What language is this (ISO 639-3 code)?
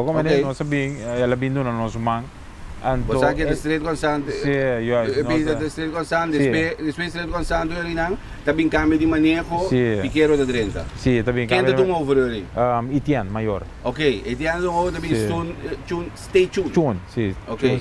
pap